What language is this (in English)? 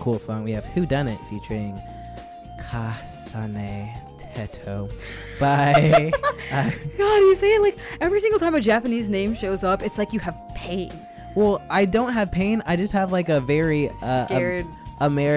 English